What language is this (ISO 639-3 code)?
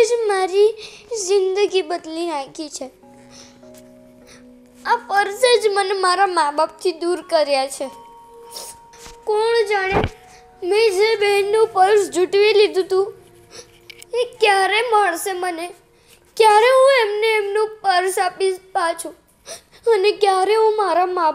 guj